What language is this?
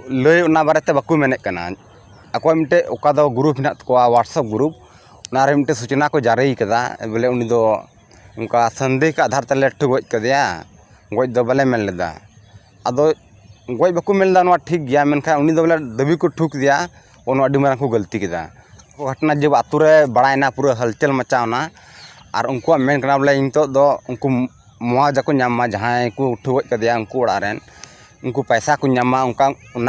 Santali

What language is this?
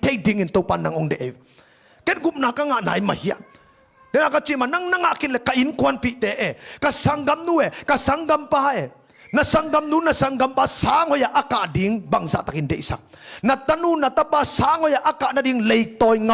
Tedim Chin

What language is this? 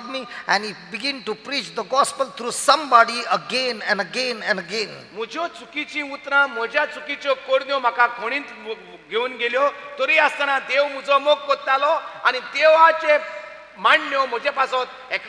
Konkani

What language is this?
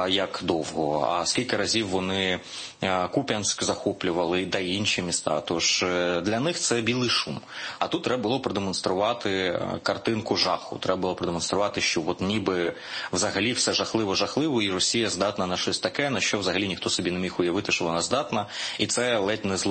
Ukrainian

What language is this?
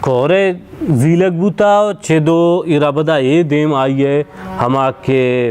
Baluchi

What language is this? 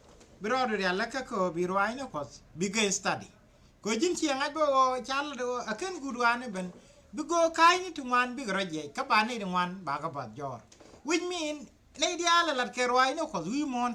Nuer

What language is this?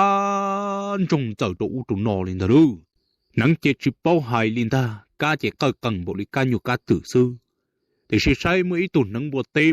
Hmong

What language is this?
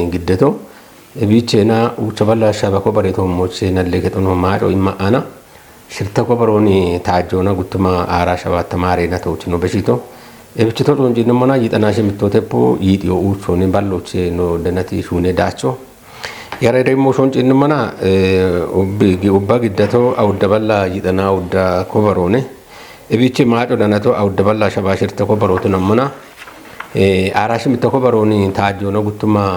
Kafa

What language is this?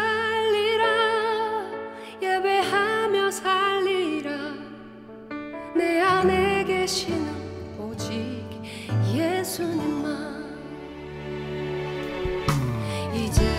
Korean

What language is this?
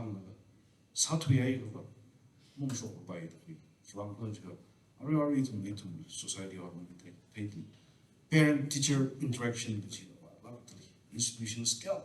Tangkhul Naga (India)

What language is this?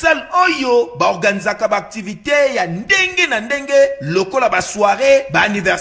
Lingala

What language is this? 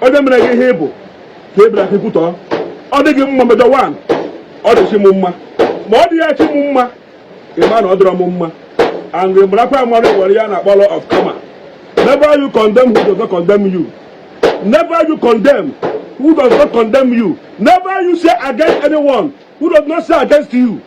Igbo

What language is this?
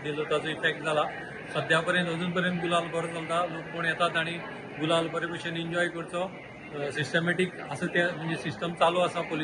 Konkani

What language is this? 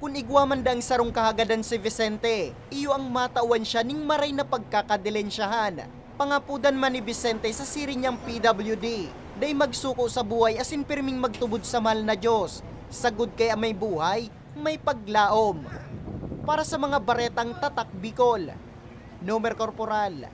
Bikol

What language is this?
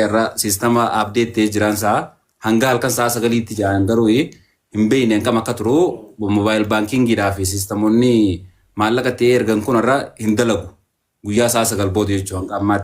Oromo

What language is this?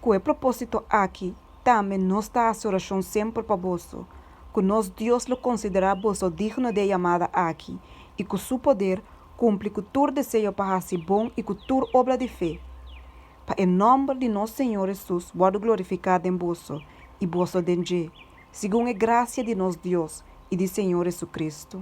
Papiamento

